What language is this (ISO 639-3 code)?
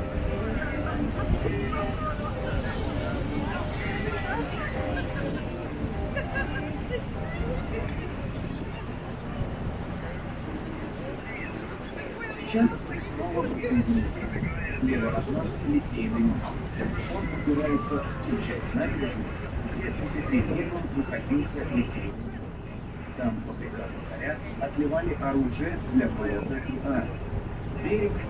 rus